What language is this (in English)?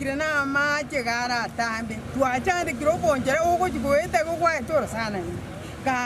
Gusii